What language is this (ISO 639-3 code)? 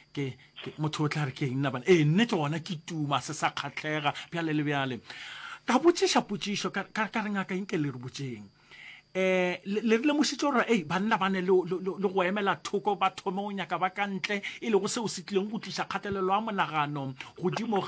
nso